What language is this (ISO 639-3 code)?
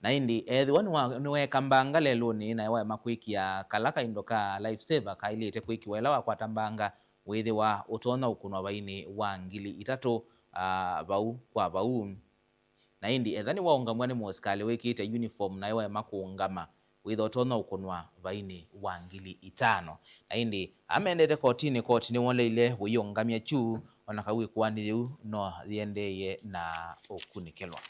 kam